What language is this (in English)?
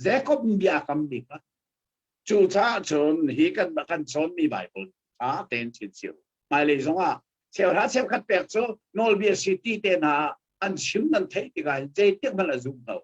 Hakha Chin